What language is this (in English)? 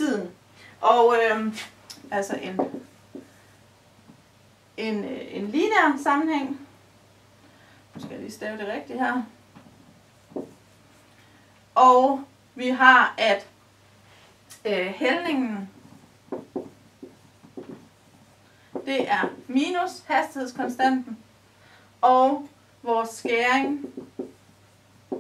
Danish